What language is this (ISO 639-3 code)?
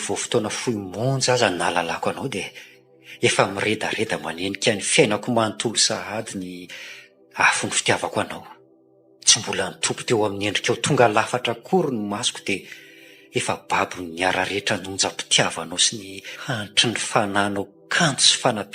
mlg